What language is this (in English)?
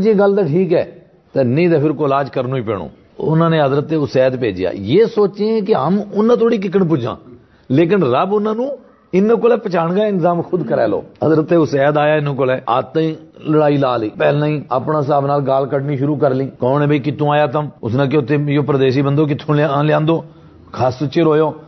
Gujari